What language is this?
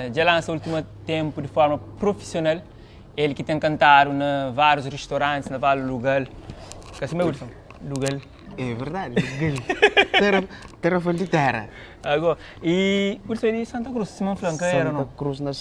Kabuverdianu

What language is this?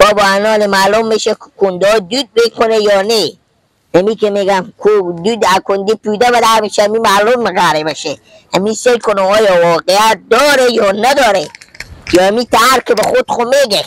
Persian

